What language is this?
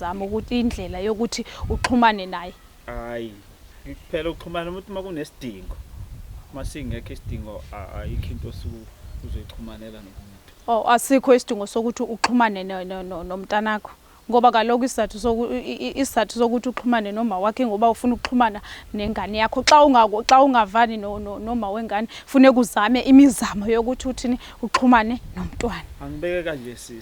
Zulu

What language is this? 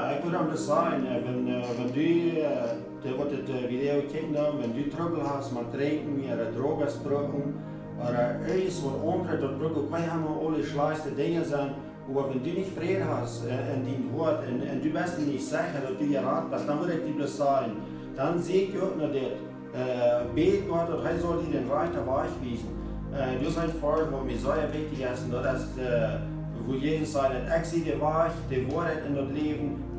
Plautdietsch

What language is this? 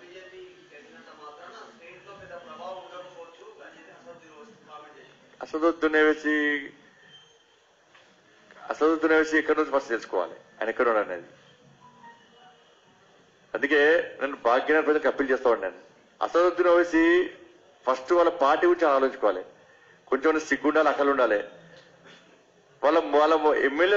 Telugu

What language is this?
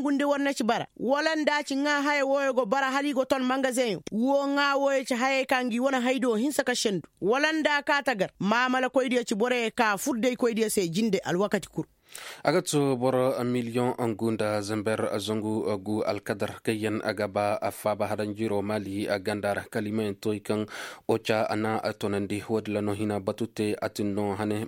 Koyraboro Senni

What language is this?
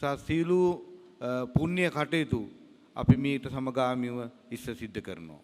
Sinhala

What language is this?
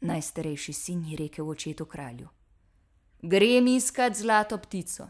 Slovenian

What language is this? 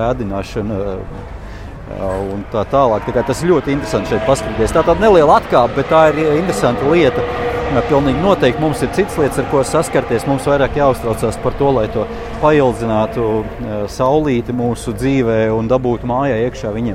Latvian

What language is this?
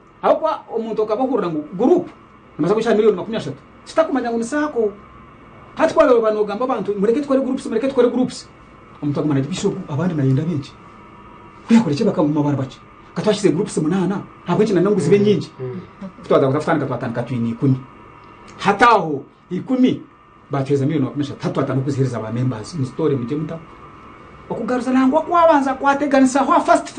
Nyankole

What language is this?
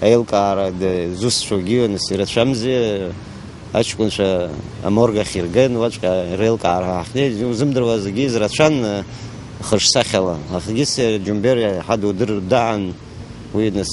Abkhazian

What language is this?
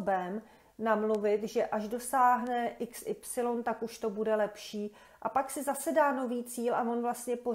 Czech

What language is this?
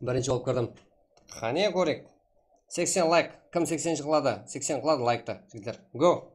Kara-Kalpak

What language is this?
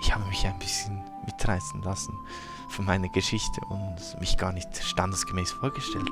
Swiss German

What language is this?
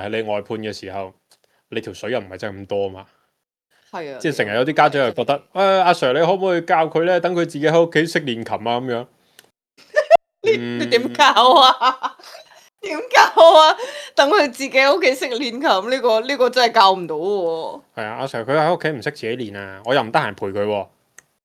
Cantonese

